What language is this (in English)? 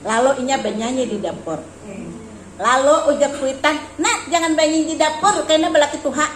Banjar